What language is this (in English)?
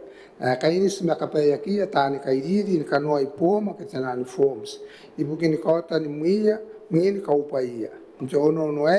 Gilbertese